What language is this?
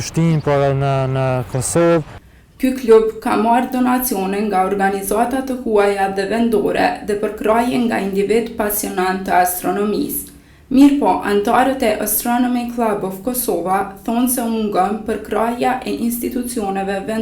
Albanian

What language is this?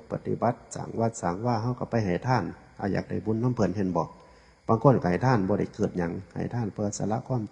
Northeastern Thai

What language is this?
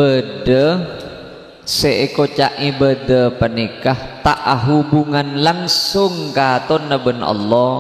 Madurese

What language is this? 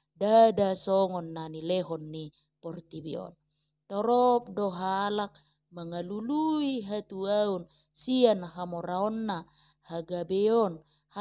Batak Toba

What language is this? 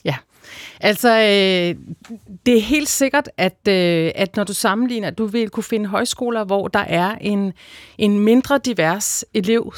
Danish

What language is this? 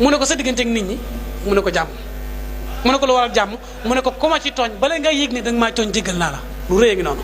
Wolof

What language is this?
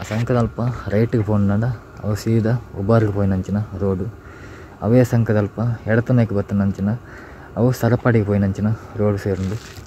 Tulu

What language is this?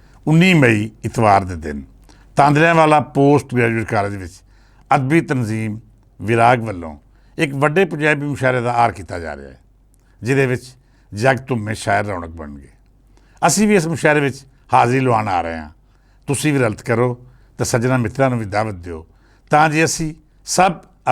Western Panjabi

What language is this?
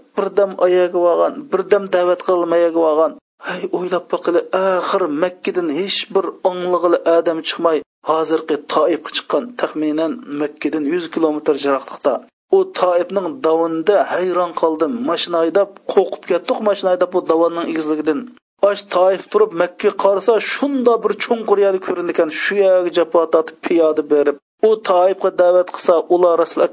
Uyghur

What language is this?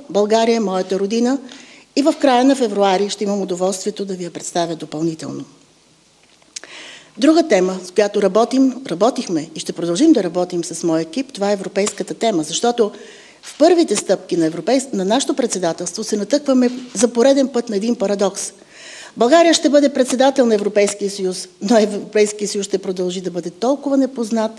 Bulgarian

